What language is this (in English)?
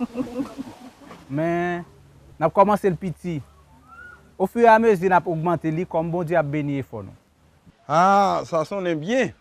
Haitian Creole